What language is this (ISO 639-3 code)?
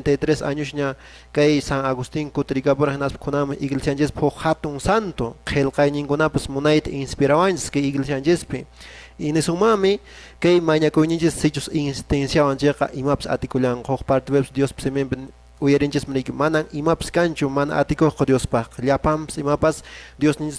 que